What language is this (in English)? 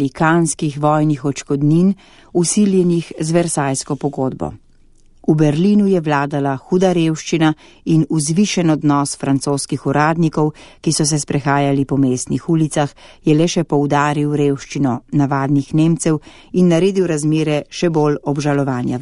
Slovenian